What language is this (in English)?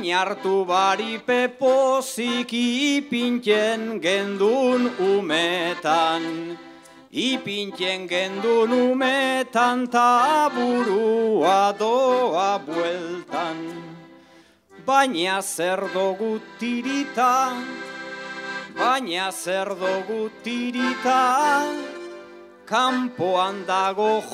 Basque